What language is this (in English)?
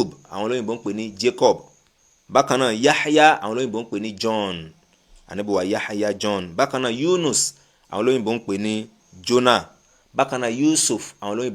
Yoruba